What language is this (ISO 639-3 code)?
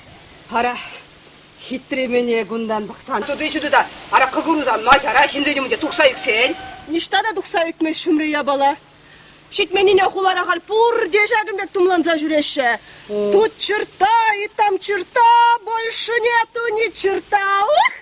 chv